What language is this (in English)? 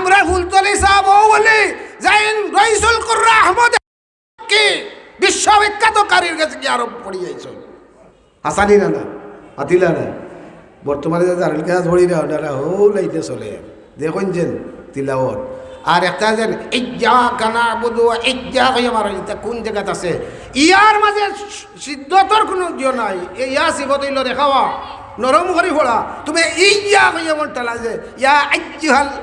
Sylheti